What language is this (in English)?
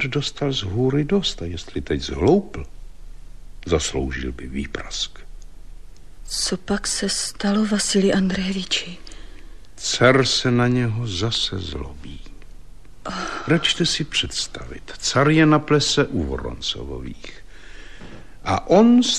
Czech